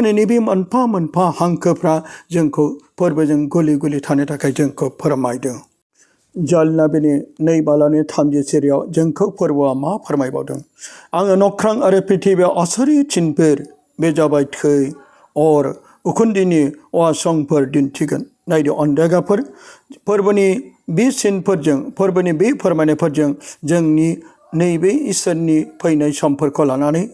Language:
Bodo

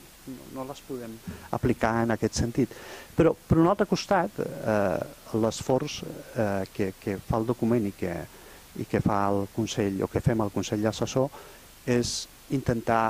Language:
Catalan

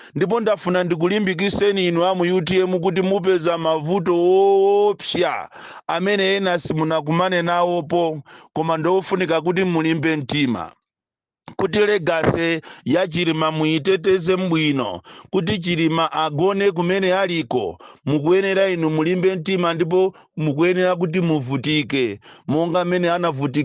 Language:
Nyanja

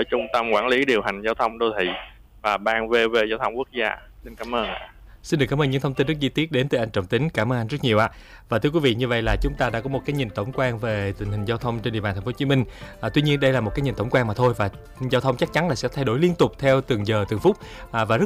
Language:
Vietnamese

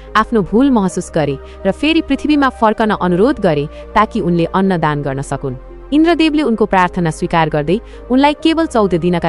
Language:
Nepali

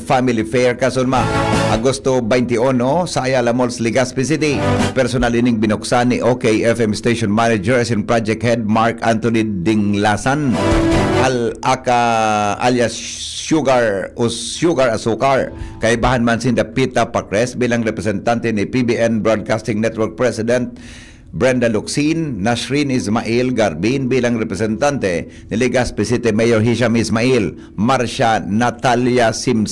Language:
Bikol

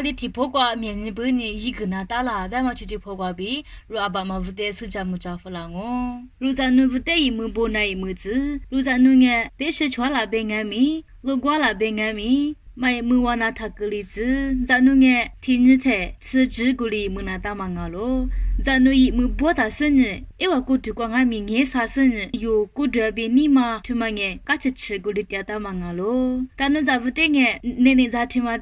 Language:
Lisu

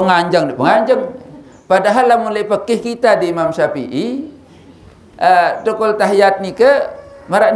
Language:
Sasak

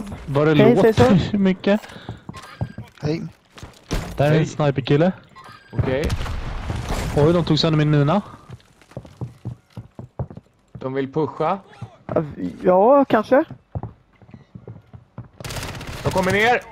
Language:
Swedish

